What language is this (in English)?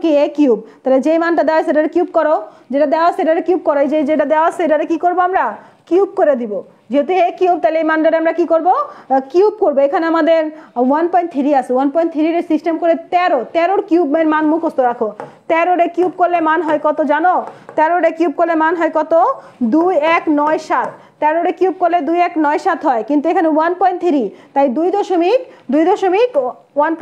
Bangla